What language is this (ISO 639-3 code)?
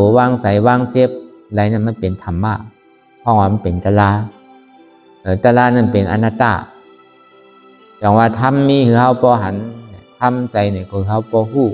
shn